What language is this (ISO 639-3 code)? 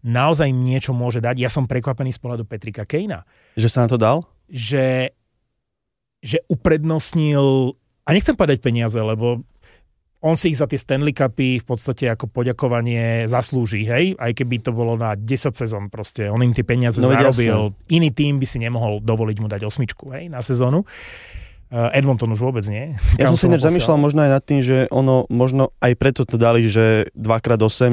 slk